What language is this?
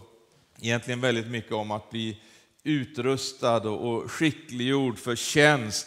Swedish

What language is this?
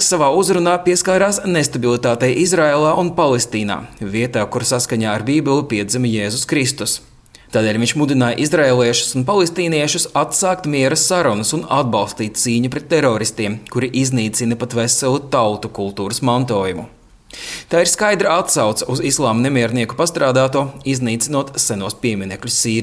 Latvian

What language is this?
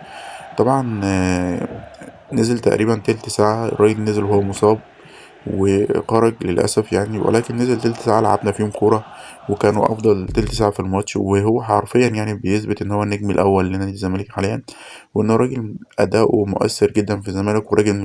Egyptian Arabic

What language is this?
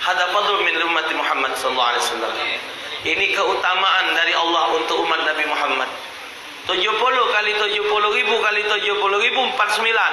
Musi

